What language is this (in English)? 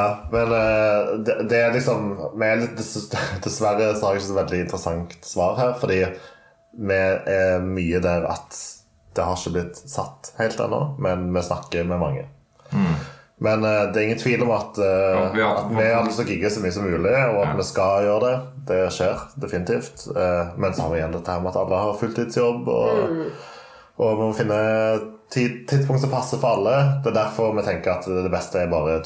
Norwegian